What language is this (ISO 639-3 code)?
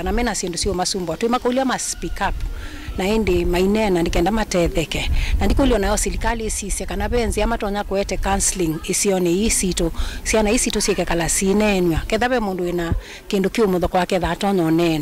kam